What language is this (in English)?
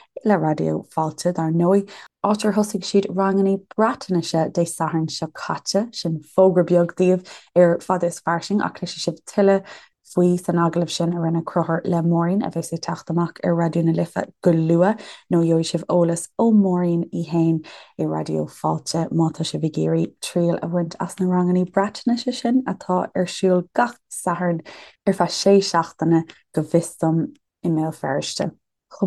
Irish